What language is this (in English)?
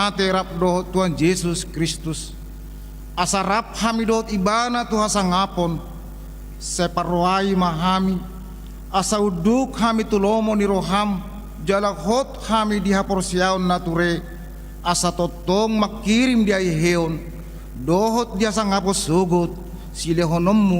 Batak Toba